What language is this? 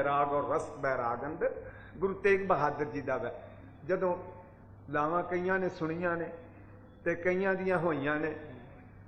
Punjabi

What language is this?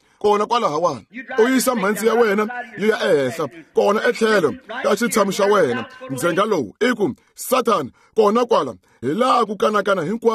Tsonga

